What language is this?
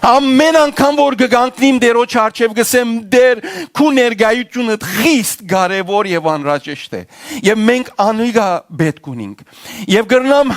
Western Armenian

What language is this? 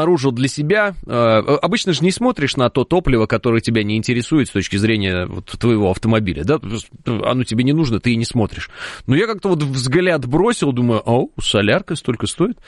Russian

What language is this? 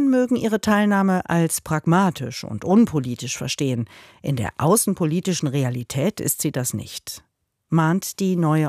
German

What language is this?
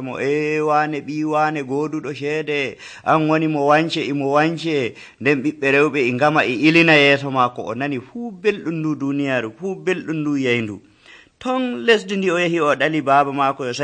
Nigerian Fulfulde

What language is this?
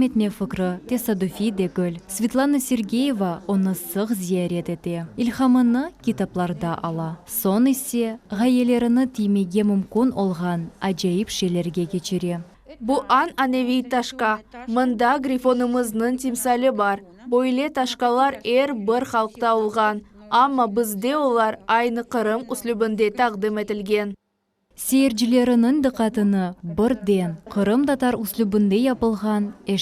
Crimean Tatar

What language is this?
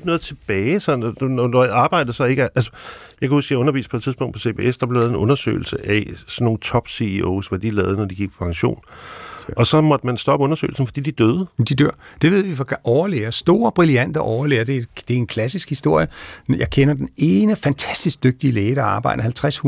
Danish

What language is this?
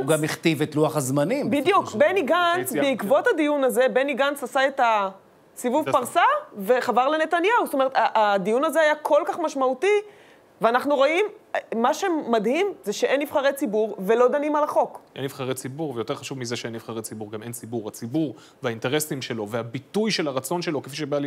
Hebrew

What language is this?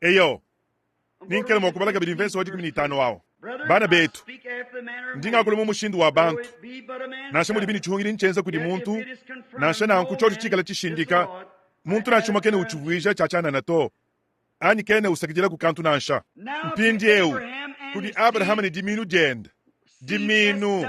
Luba-Lulua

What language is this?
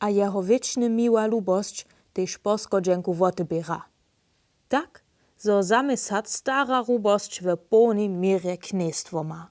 Upper Sorbian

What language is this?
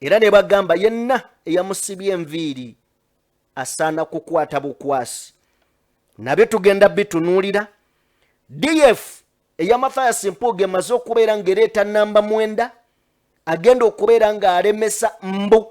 Ganda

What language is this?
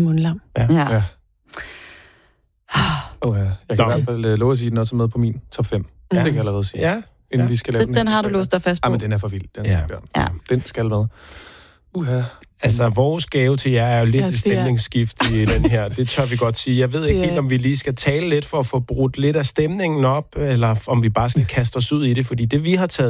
Danish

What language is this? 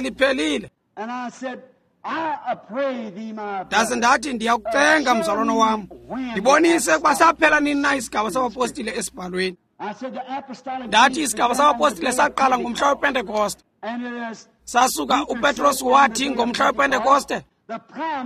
Xhosa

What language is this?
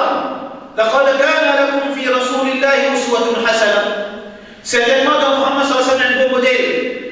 Morisyen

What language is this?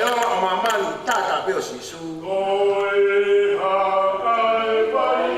Tongan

